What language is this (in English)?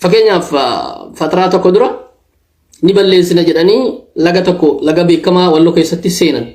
Oromo